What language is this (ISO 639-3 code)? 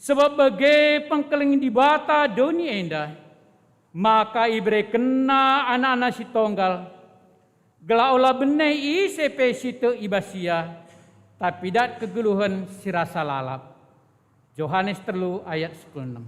btx